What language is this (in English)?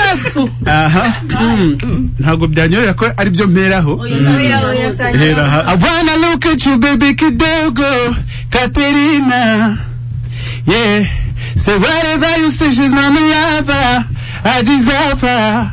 Kinyarwanda